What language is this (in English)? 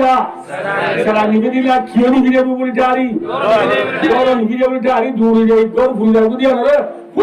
Rohingya